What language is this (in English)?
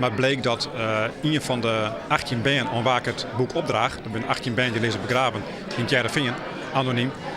Western Frisian